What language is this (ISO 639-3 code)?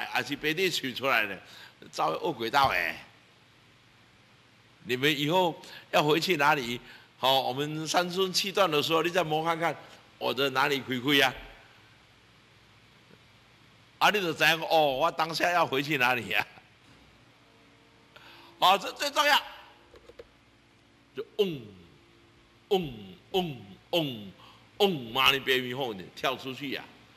zho